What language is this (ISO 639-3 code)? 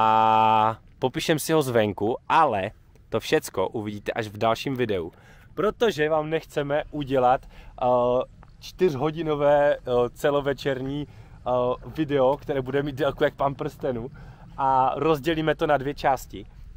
ces